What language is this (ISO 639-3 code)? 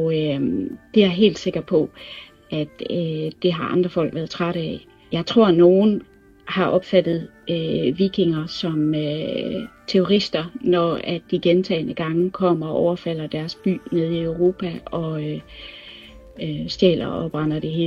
dan